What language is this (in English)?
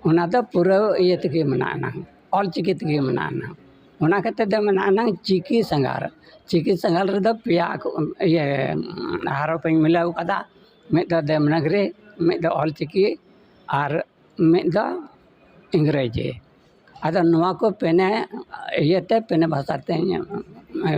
Santali